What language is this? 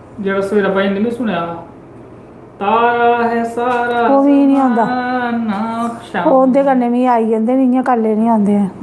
Dogri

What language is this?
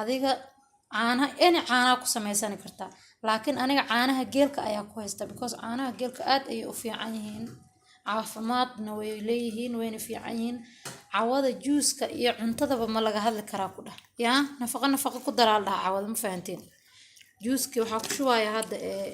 Somali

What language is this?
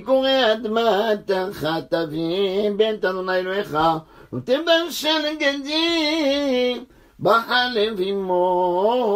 Hebrew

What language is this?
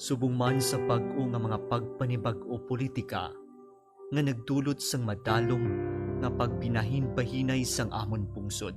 Hiligaynon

